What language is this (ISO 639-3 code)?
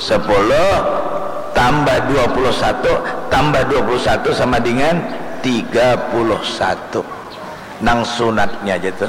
bjn